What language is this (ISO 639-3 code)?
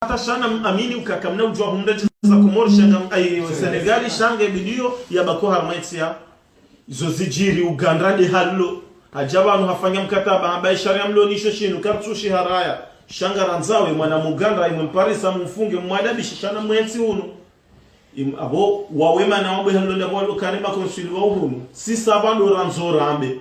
zdj